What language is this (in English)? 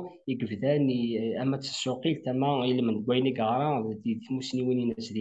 Kabyle